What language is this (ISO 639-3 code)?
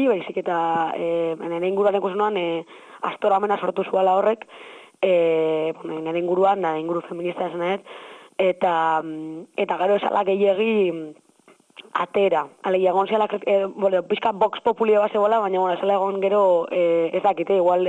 eus